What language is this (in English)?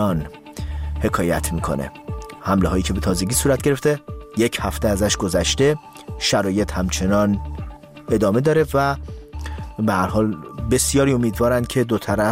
Persian